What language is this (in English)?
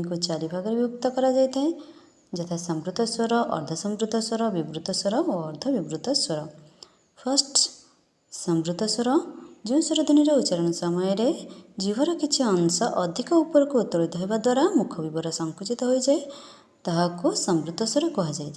Odia